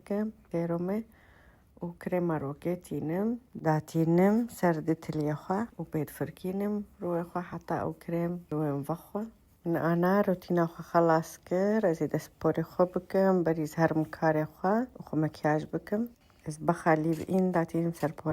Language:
Kurdish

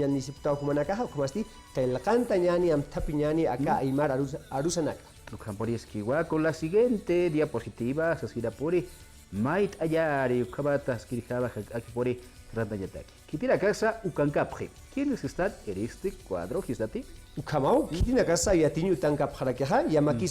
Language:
Aymara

